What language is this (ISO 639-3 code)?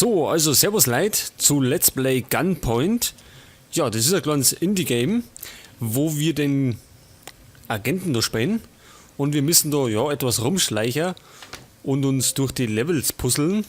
bar